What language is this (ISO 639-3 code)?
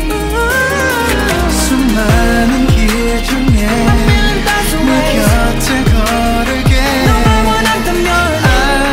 kor